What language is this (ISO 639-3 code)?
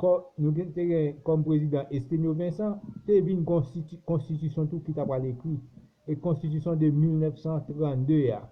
hat